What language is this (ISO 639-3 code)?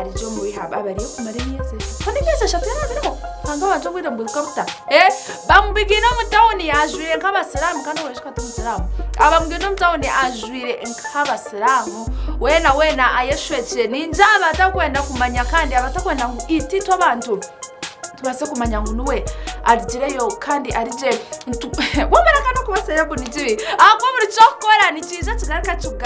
nyn